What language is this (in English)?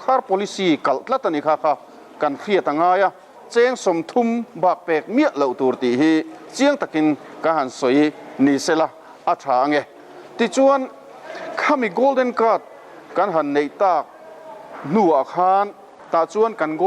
Mizo